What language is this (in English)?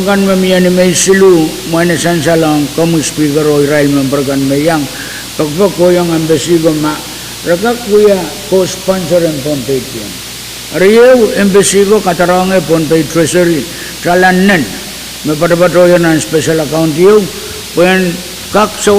Pohnpeian